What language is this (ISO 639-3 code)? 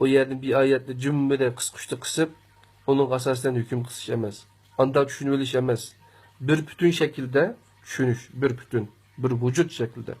uig